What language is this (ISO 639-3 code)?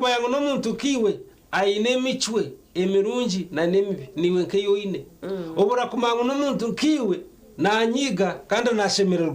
nyn